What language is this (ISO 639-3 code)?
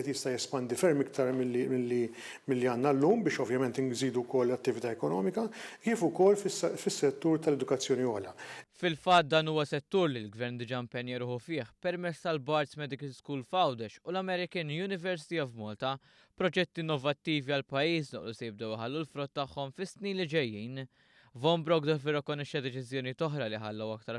mlt